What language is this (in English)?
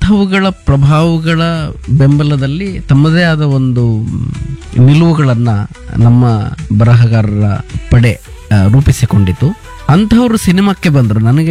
Kannada